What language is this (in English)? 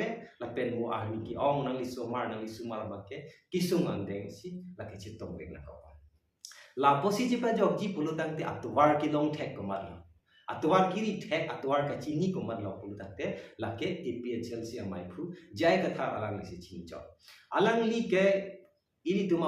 Karbi